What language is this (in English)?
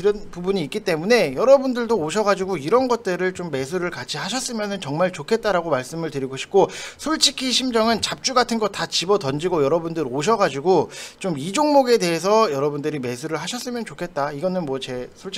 Korean